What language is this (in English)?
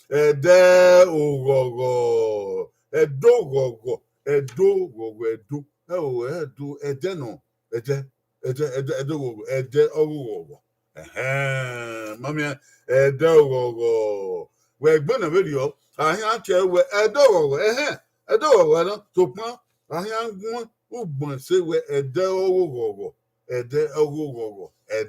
Bini